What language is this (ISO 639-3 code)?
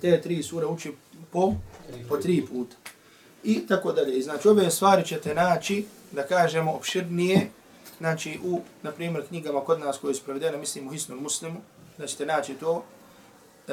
bos